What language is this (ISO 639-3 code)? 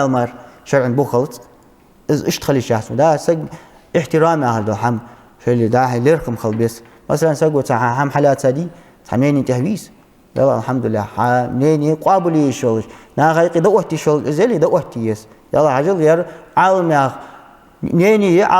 inh